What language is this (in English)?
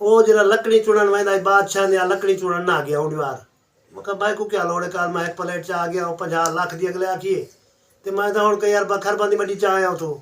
Saraiki